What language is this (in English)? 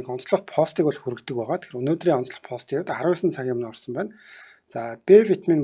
Mongolian